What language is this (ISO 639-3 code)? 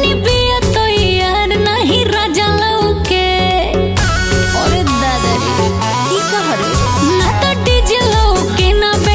bho